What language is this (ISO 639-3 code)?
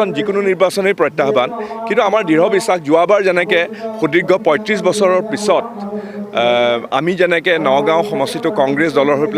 asm